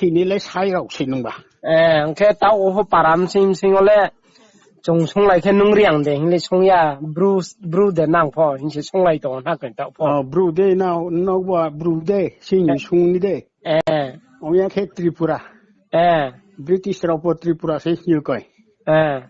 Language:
Riang (India)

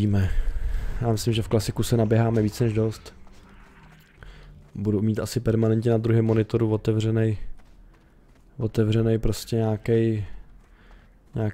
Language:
Czech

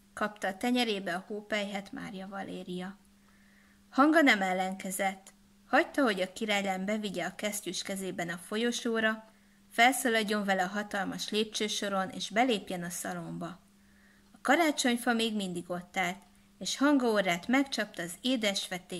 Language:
Hungarian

